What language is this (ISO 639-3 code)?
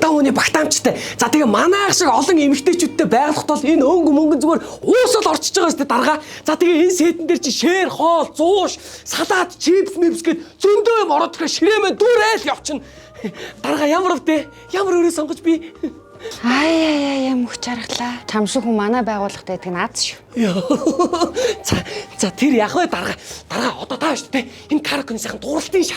mon